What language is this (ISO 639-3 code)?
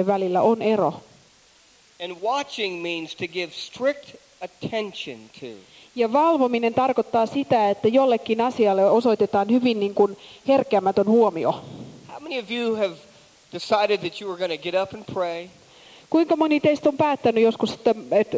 fin